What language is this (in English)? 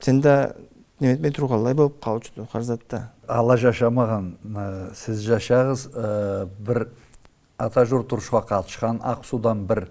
Karachay-Balkar